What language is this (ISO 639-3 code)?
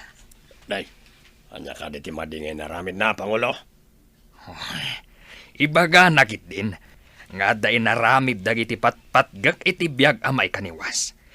ilo